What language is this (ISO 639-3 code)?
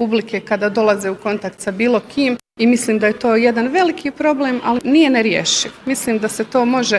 bos